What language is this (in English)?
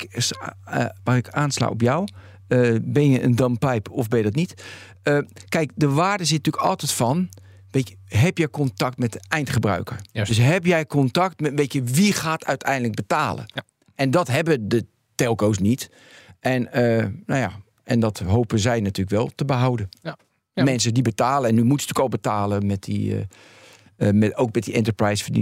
Dutch